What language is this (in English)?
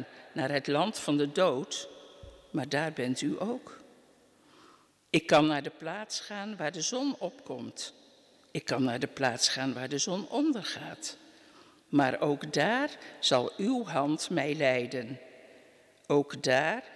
Dutch